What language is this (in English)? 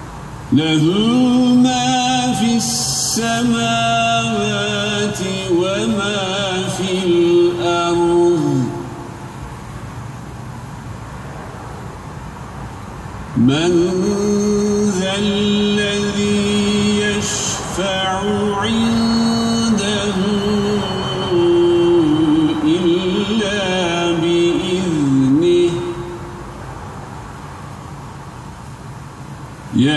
Arabic